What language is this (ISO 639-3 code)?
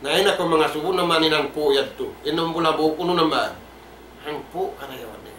tsg